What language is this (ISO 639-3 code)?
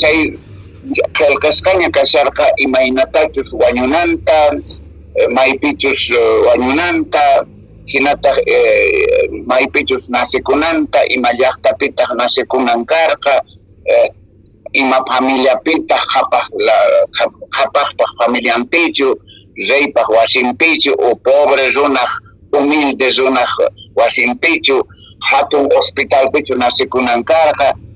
que